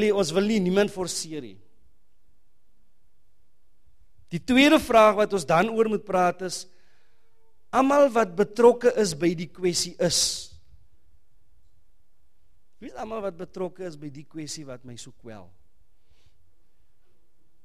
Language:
Afrikaans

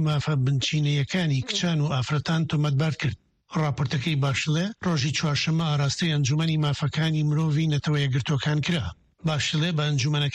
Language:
Central Kurdish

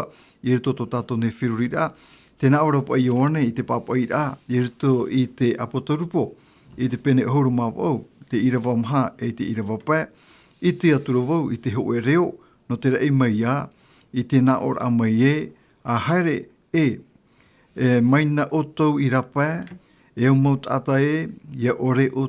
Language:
Tahitian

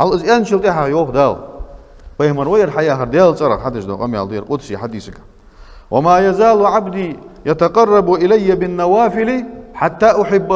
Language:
Ingush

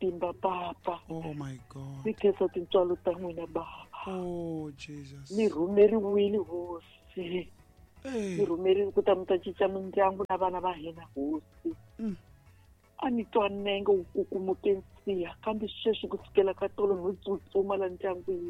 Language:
Tsonga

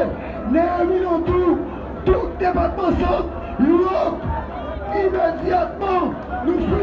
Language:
Haitian Creole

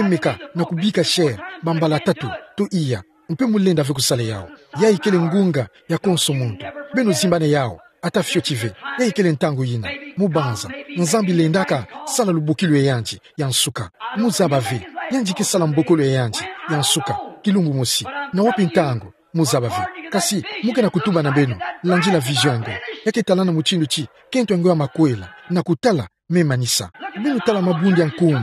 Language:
Kituba (Democratic Republic of Congo)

